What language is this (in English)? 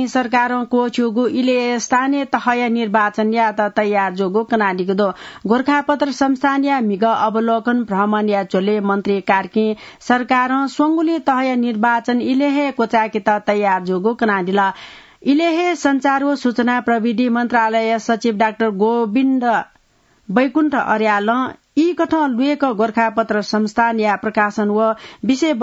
Newari